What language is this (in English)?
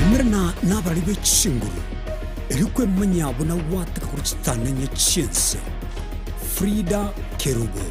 Gusii